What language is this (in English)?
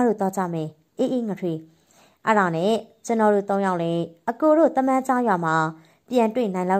Burmese